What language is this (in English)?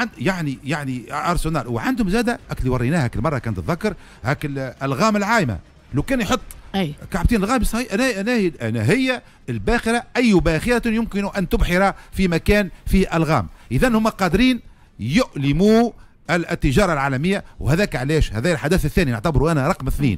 Tunisian Arabic